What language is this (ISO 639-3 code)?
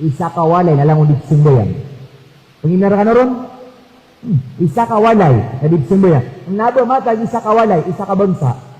mrw